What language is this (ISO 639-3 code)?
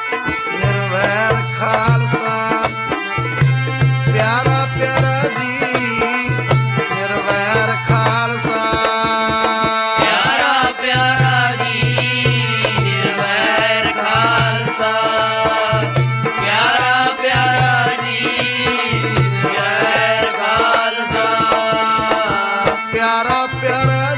pan